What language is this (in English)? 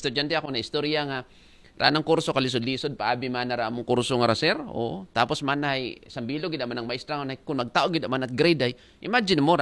Aklanon